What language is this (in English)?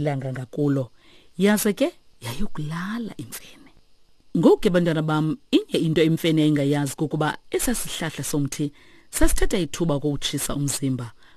Xhosa